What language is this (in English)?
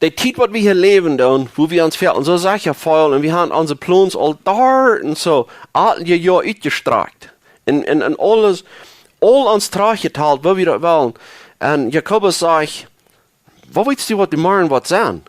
Plautdietsch